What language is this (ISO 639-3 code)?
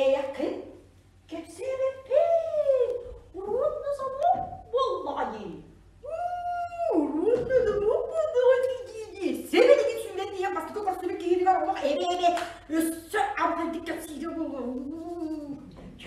sah